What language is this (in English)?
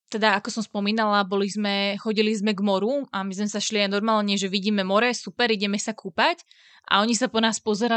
Slovak